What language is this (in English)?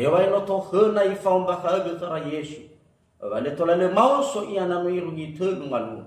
Nias